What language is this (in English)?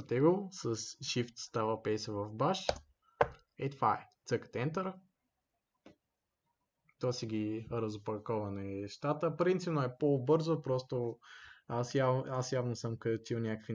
Bulgarian